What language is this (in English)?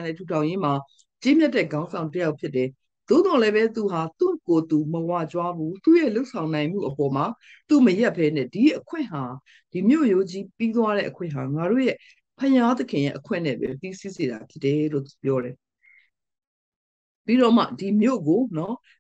Burmese